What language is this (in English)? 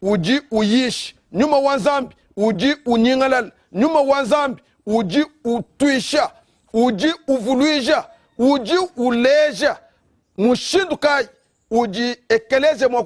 Luba-Lulua